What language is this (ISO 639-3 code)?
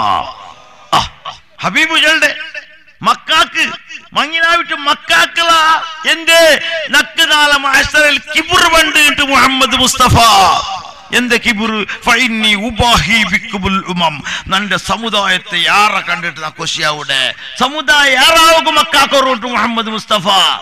mal